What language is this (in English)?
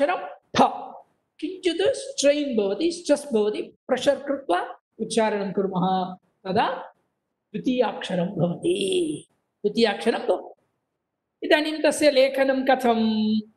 Sanskrit